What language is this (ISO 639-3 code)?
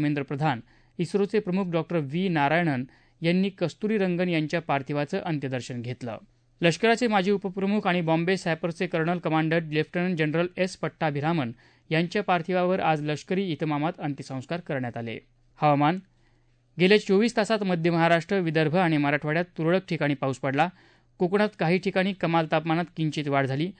mar